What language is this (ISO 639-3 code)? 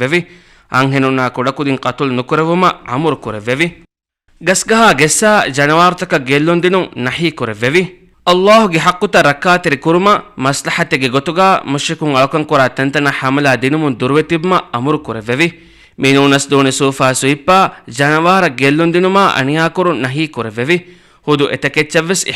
div